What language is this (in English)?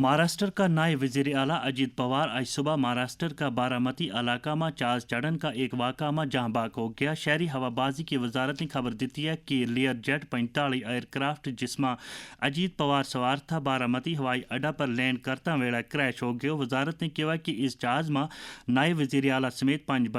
Gujari